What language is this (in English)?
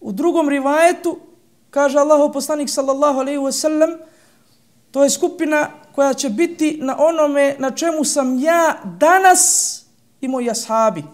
Bosnian